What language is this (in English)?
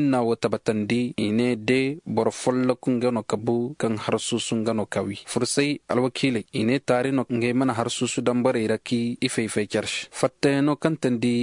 Koyraboro Senni